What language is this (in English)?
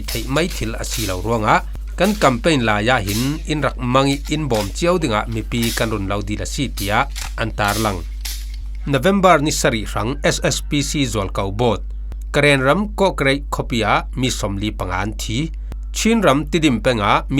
Falam Chin